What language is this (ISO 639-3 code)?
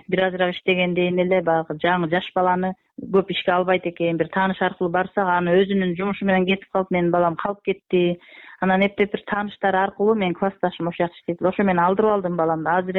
kir